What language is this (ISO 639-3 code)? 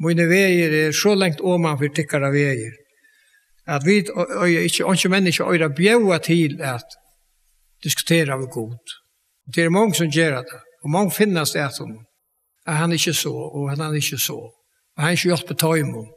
fao